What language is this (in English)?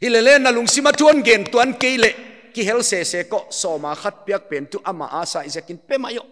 Paite Chin